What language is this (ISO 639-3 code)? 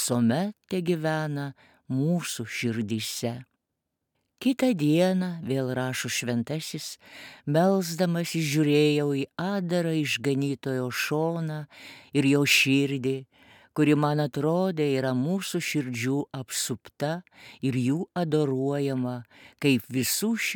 lit